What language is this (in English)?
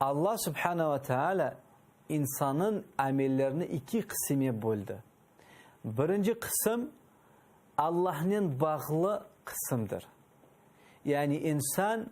Crimean Tatar